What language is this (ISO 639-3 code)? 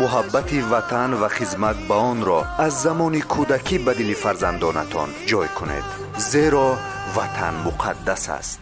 tgk